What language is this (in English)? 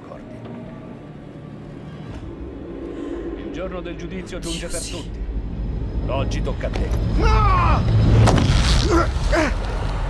Italian